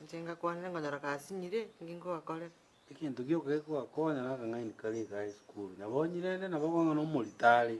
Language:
Gusii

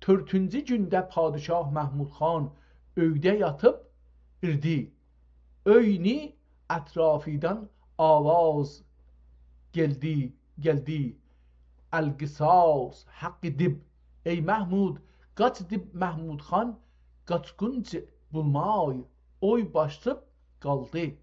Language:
South Azerbaijani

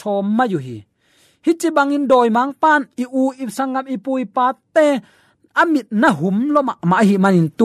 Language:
Tedim Chin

